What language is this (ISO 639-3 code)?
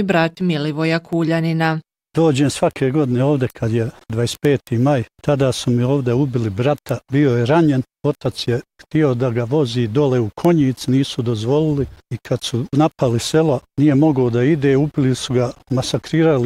bos